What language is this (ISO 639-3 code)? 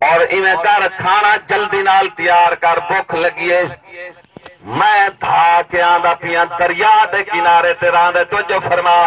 skr